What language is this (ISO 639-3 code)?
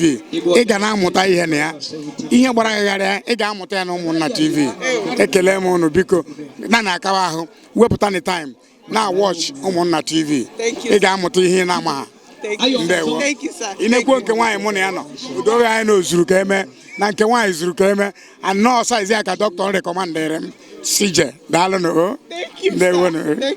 ibo